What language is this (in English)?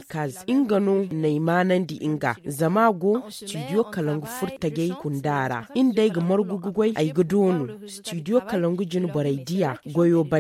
Zarma